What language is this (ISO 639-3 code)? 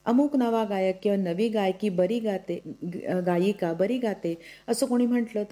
mar